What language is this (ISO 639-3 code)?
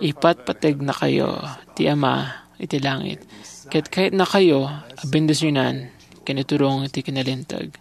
ilo